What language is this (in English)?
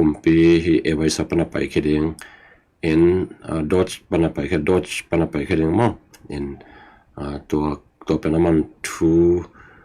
Tedim Chin